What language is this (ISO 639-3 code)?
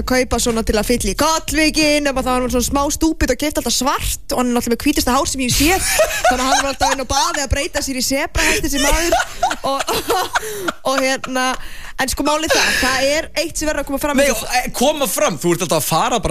isl